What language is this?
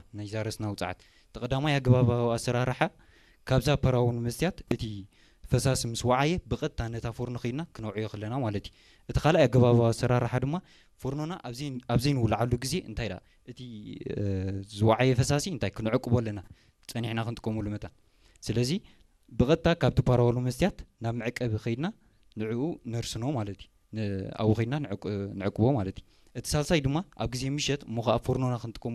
Tigrinya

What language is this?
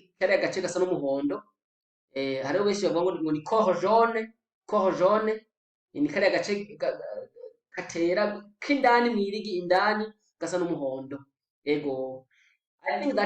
Rundi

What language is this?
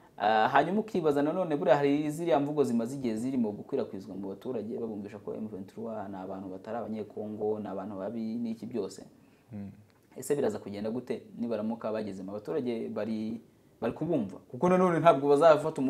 Kinyarwanda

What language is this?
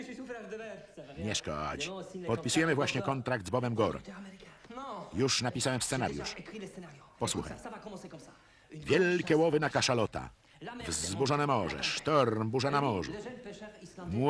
Polish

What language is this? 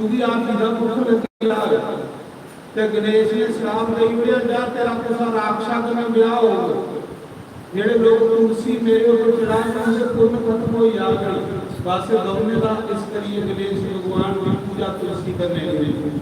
Dogri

